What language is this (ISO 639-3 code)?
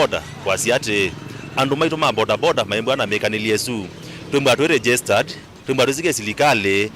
kam